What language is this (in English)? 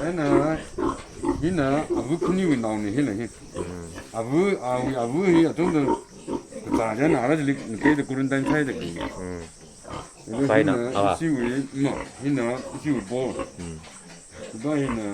Tangkhul Naga (India)